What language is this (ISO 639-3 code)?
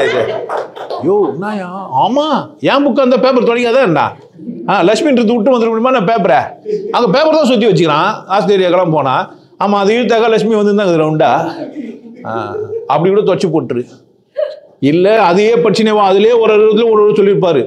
tam